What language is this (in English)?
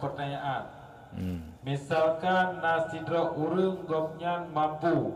Achinese